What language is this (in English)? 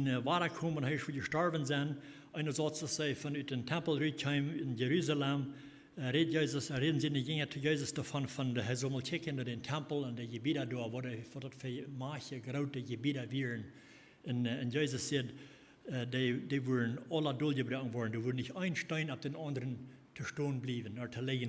Plautdietsch